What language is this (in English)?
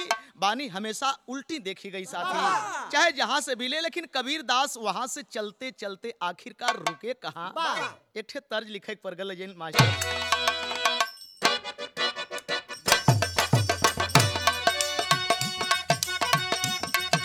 Bhojpuri